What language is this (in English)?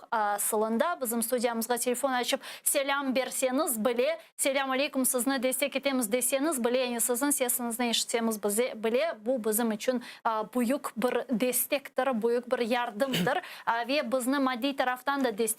Crimean Tatar